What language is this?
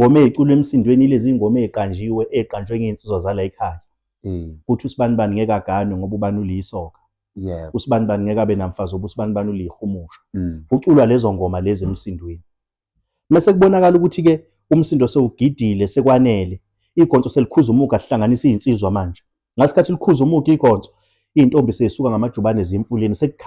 Zulu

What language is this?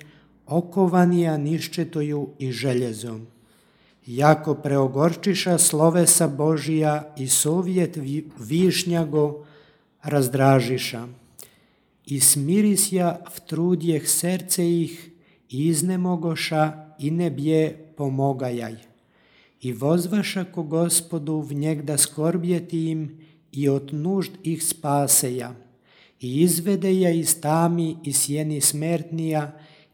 Serbian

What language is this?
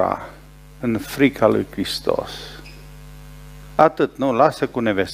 Romanian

